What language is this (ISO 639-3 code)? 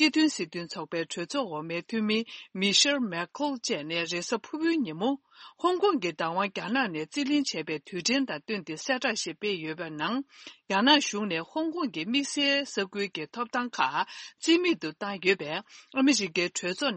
bod